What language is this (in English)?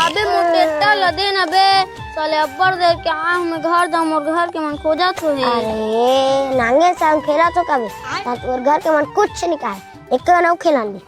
Chhattisgarhi